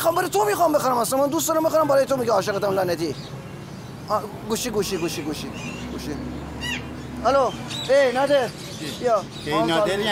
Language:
Persian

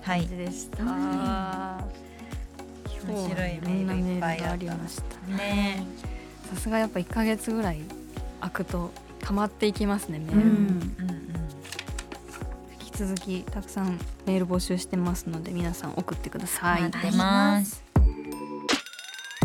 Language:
Japanese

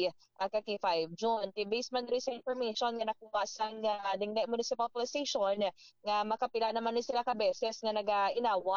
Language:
Hiligaynon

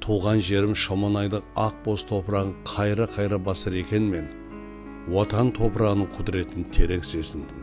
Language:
Kara-Kalpak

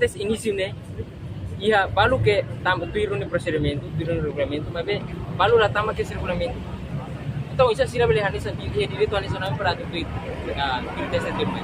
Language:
Tetum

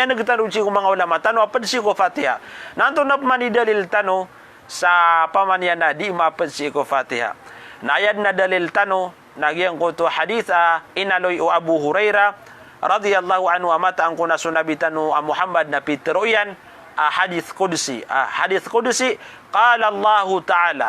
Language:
Maranao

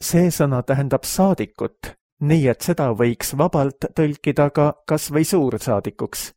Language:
Estonian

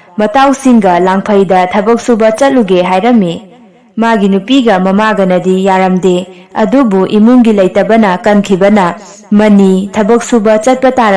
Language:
Manipuri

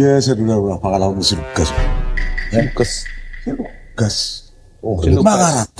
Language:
Batak Toba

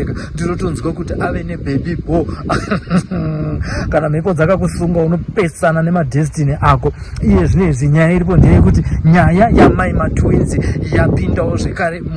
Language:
Shona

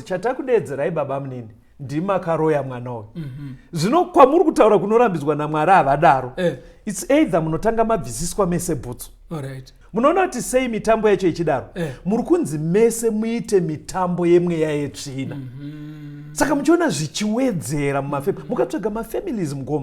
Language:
Shona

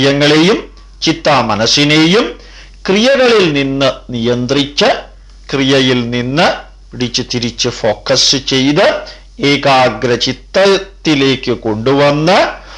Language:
Malayalam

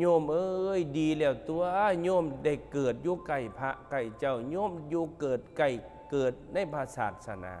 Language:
Northeastern Thai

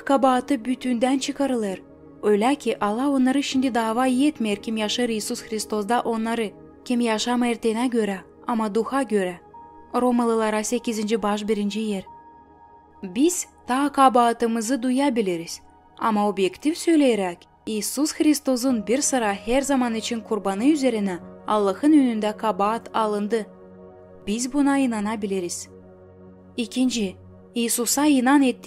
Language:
Gagauz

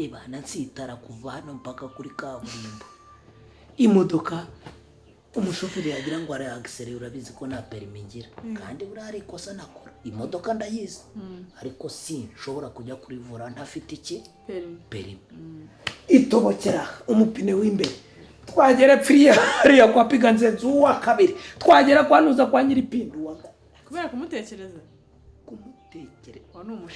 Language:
Kinyarwanda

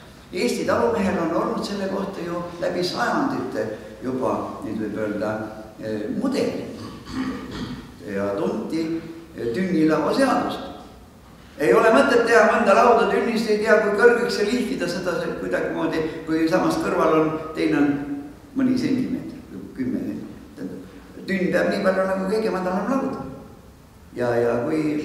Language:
Estonian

